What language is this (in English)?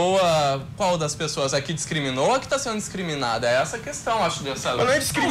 Portuguese